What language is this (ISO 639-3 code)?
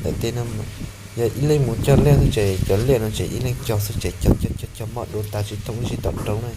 hmn